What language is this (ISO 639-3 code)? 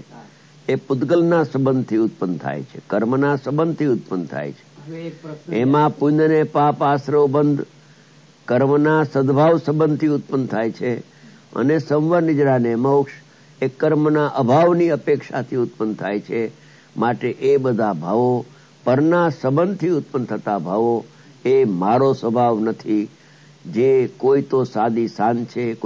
guj